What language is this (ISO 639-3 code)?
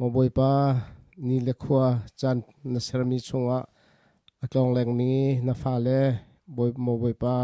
cnh